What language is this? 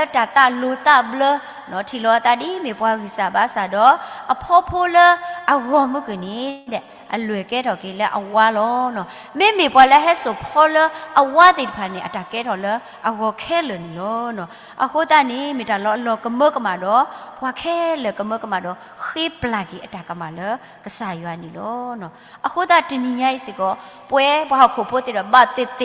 S'gaw Karen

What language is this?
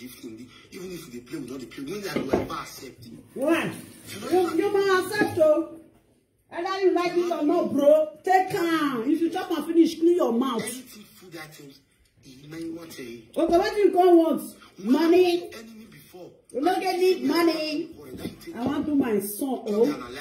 Nigerian Pidgin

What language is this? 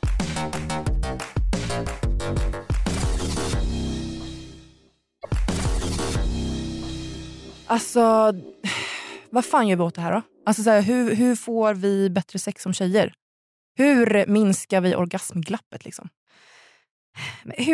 Swedish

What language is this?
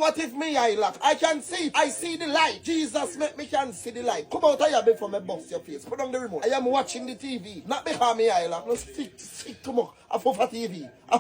Jamaican Creole English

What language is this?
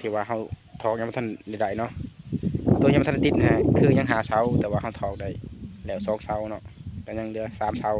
Lao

